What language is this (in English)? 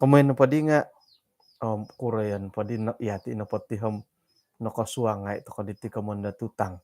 Central Dusun